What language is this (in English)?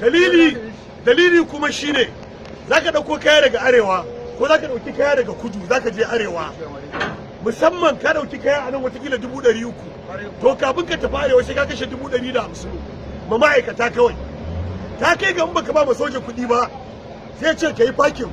Hausa